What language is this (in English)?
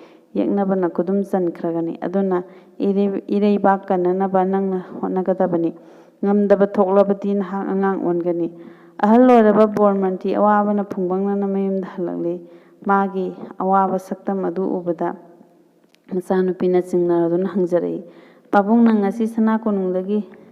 Manipuri